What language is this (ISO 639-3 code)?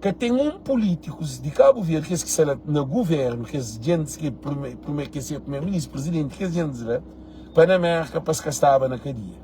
kea